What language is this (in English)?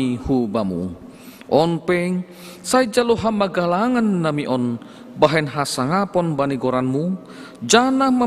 Batak Simalungun